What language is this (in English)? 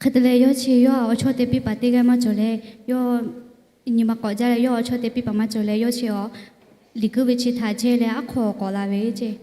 Lahu